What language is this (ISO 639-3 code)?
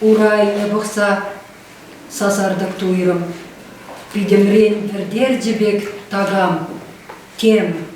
chv